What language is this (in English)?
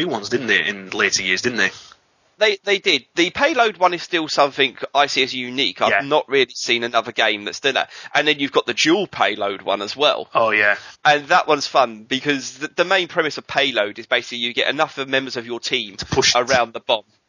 English